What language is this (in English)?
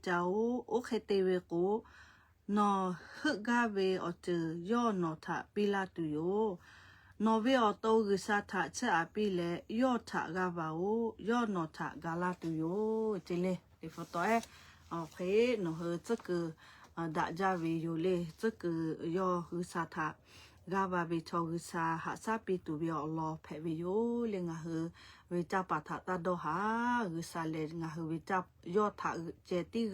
Lahu